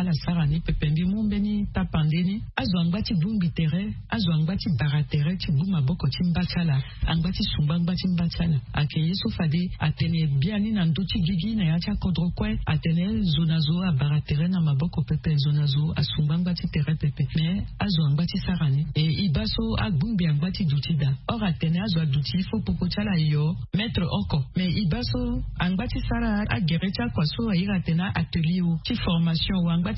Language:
Sango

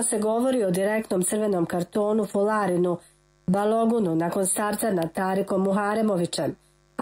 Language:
Croatian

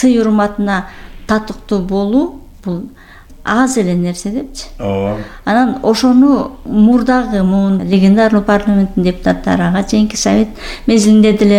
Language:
Kyrgyz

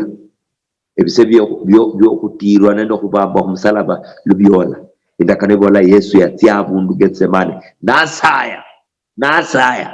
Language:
Luyia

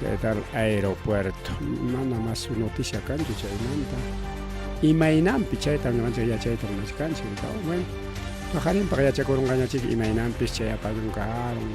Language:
Ayacucho Quechua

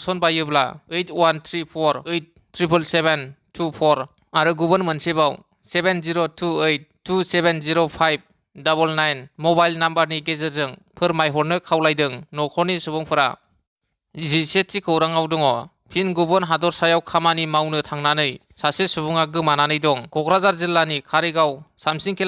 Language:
Bodo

